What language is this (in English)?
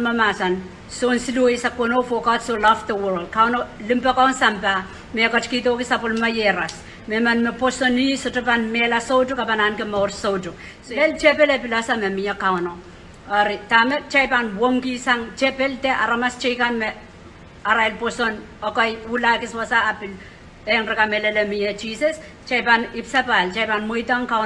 Pohnpeian